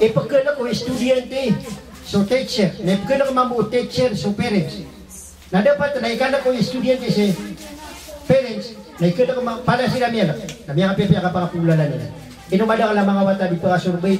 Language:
Maranao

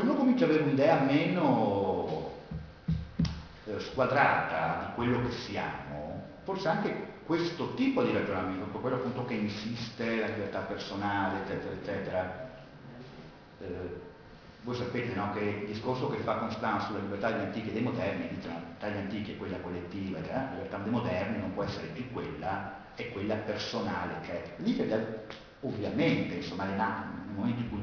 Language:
Italian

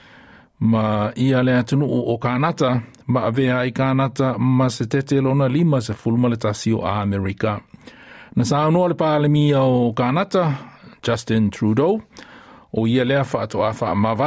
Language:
Samoan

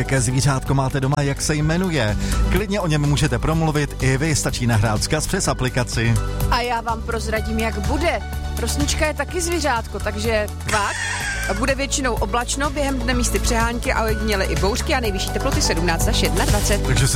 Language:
Czech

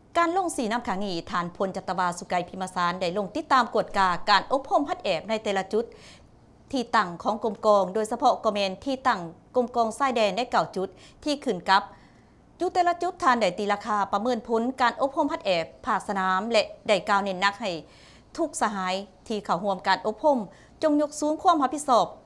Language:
Lao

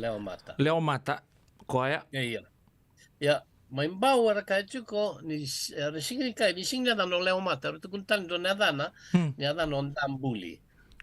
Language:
Fijian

